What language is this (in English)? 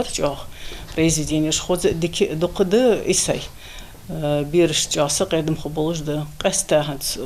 Ingush